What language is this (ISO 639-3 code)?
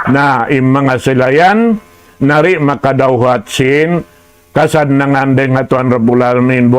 tsg